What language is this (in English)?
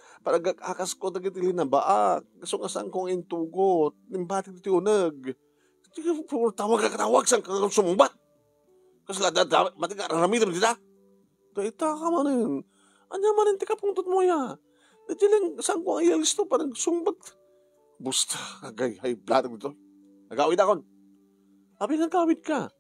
Iloko